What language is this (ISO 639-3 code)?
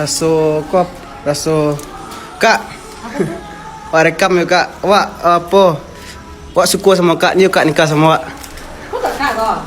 min